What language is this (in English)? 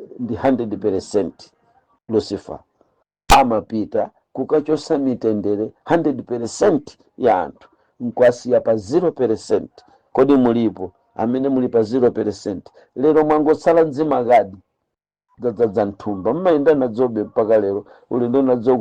Nyanja